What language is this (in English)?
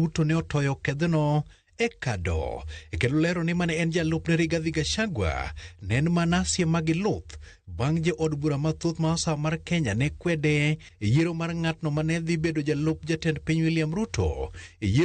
Luo (Kenya and Tanzania)